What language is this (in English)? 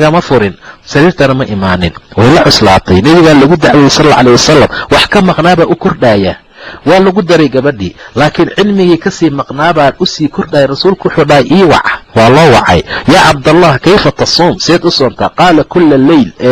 Somali